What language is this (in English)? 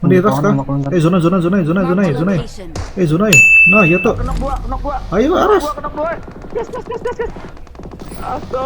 Banjar